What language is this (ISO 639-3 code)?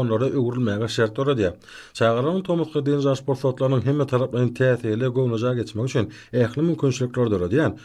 tuk